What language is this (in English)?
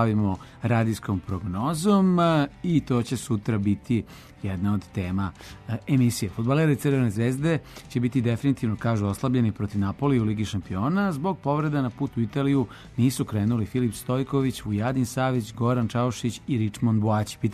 Serbian